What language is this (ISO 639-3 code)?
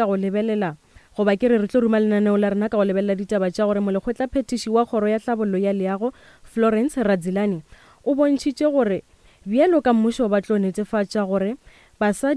nso